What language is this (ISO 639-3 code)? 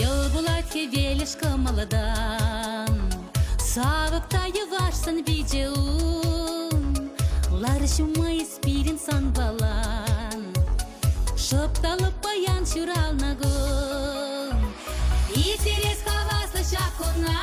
chv